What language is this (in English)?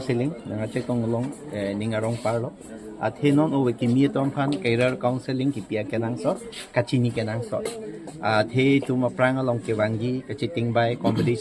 Karbi